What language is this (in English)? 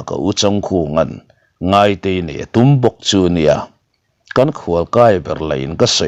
Mizo